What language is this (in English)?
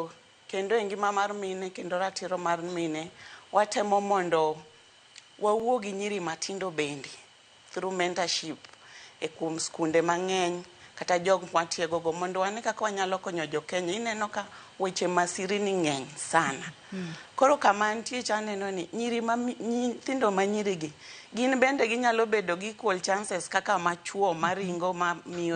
Luo (Kenya and Tanzania)